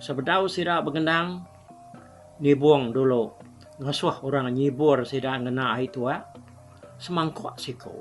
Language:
Iban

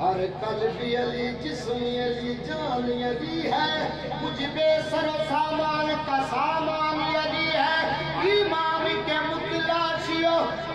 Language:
Saraiki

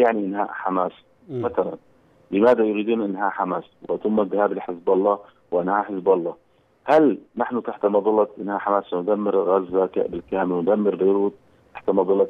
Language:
Arabic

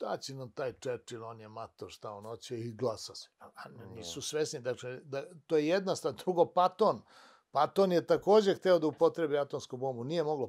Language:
Serbian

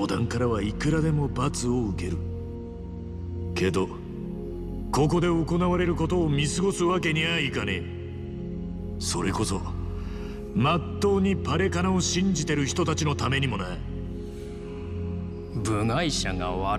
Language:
Japanese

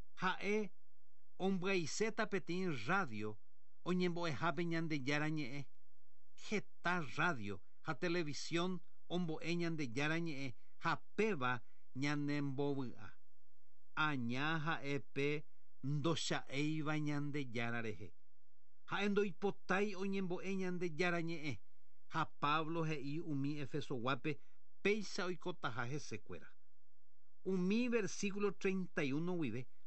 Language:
Guarani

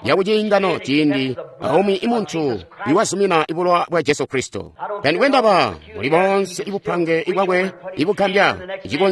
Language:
Tonga (Zambia)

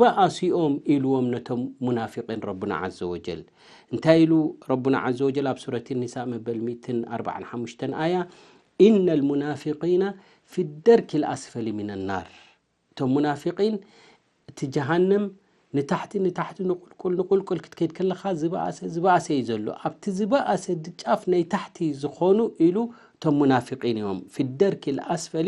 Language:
Tigrinya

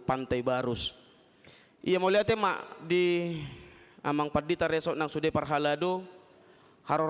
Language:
Batak Toba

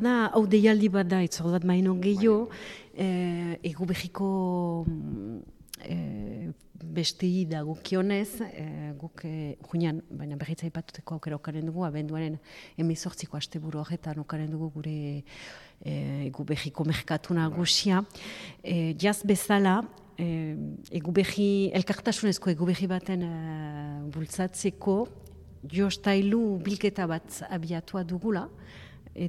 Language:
Basque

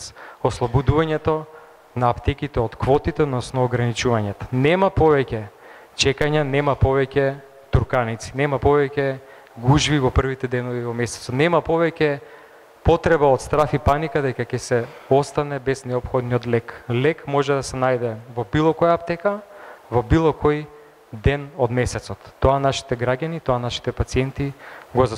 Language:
Macedonian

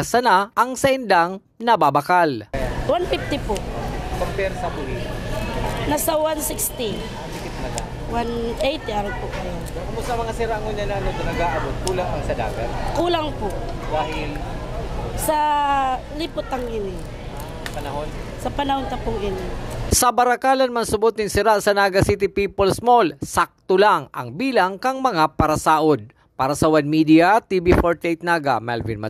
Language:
Bikol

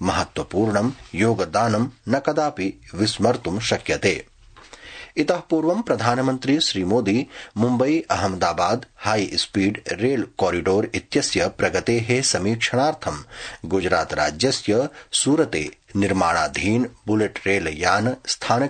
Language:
Sanskrit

